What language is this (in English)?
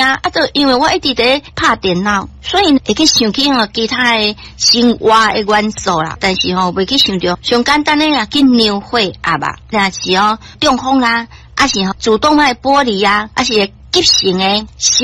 Min Nan Chinese